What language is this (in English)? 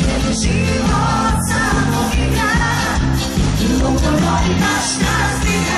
Croatian